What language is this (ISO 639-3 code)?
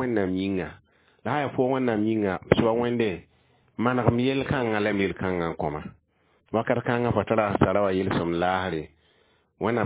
mos